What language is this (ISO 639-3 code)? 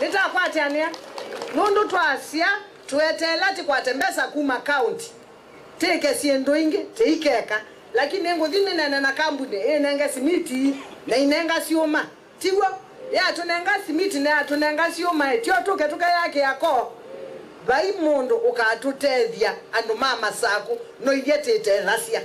kam